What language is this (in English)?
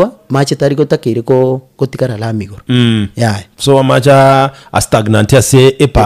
Gusii